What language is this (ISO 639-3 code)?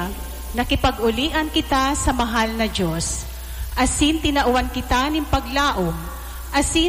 bik